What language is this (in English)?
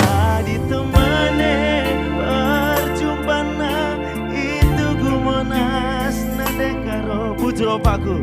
Batak Karo